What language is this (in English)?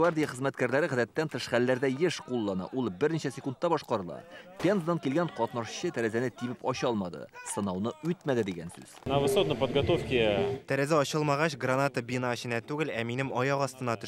Tatar